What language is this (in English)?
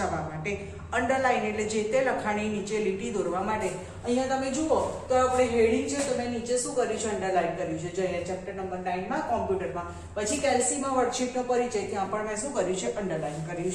Gujarati